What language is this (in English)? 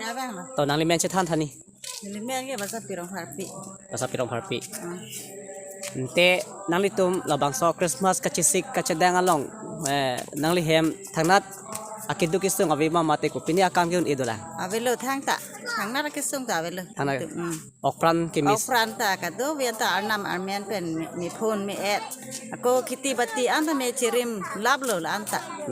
Karbi